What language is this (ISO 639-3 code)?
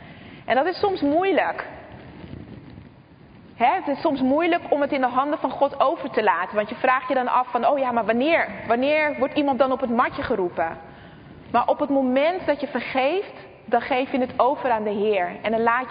nld